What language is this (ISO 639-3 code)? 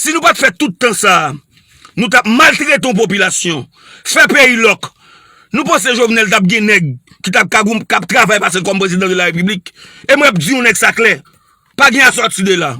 hat